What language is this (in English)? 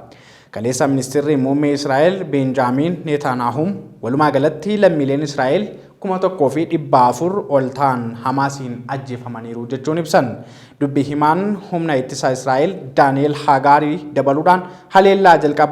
Oromo